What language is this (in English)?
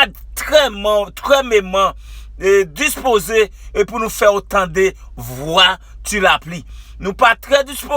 Haitian Creole